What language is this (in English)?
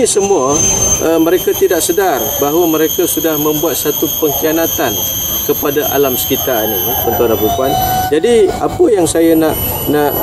Malay